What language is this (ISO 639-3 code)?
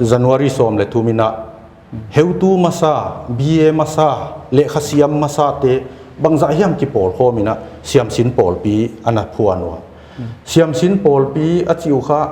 pck